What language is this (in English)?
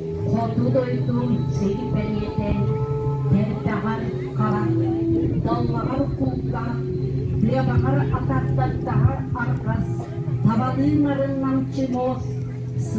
Yakut